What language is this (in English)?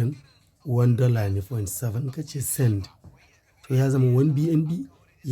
Hausa